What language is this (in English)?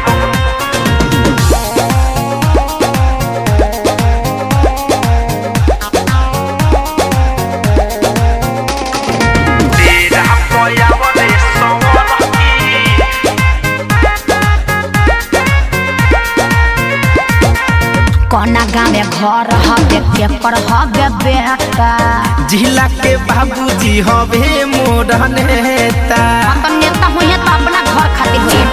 Bhojpuri